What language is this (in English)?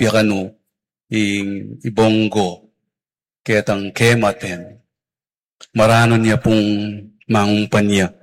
Pampanga